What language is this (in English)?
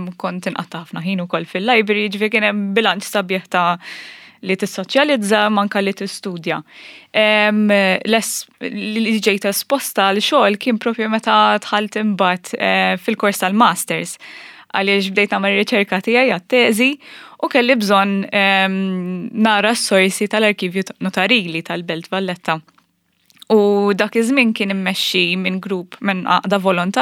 Maltese